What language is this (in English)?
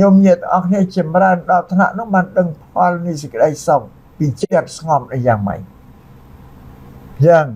Khmer